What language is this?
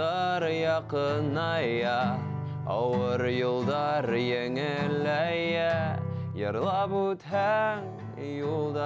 Bashkir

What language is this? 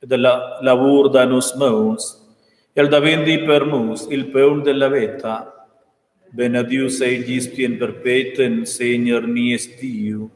Romansh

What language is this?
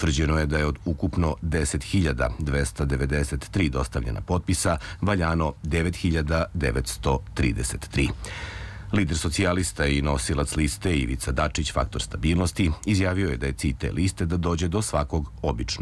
Serbian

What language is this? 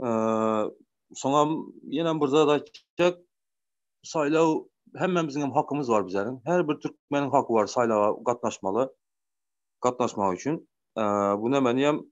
Turkmen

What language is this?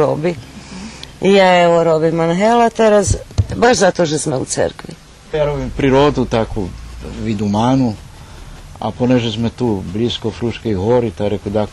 Rusyn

